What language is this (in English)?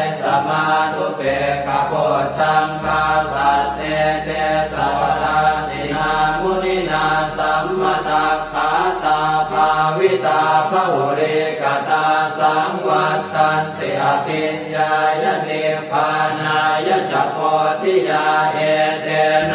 Pali